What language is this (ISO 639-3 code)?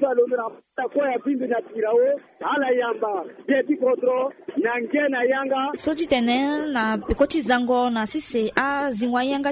sag